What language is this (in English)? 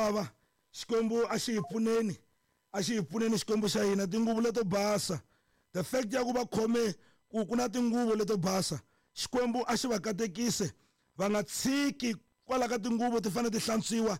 Tsonga